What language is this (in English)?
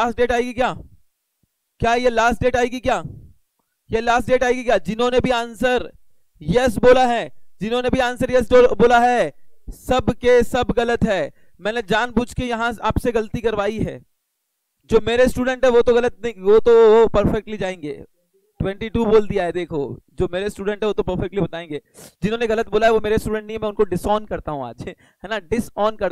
Hindi